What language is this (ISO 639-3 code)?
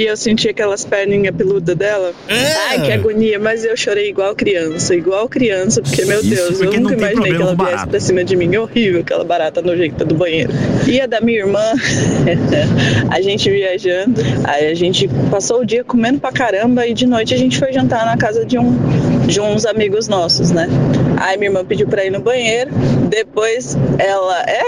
por